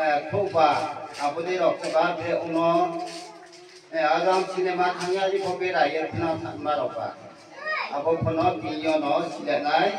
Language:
Riang (India)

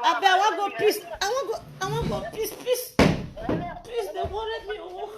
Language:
Nigerian Pidgin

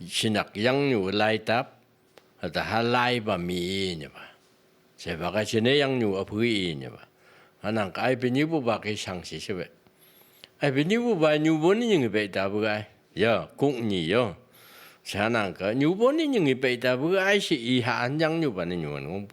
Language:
Phom Naga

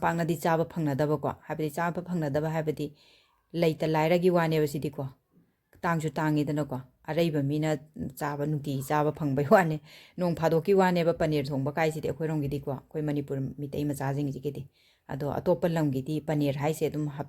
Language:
Manipuri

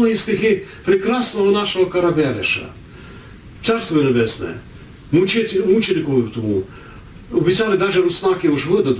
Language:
Rusyn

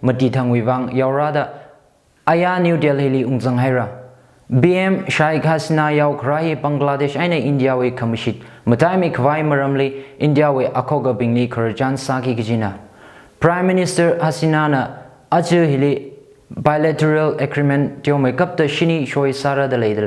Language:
Tangkhul Naga (India)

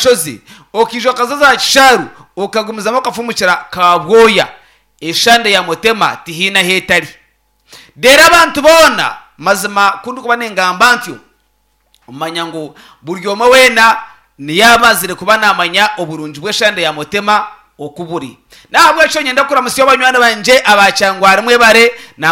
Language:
Nyankole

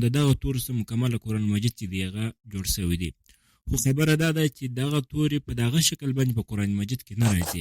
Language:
Pashto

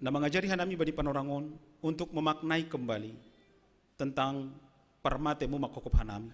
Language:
Batak Simalungun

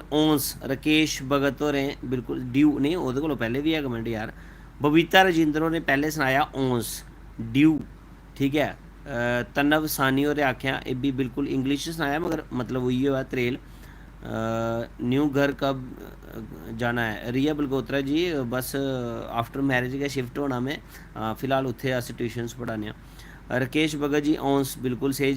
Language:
Dogri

